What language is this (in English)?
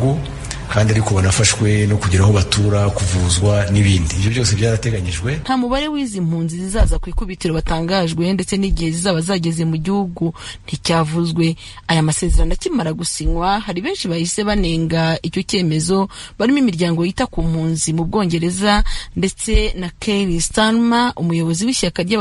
Kinyarwanda